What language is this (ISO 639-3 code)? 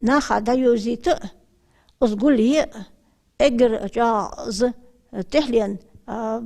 inh